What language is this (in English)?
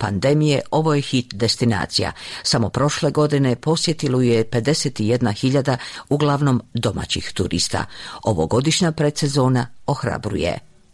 Bosnian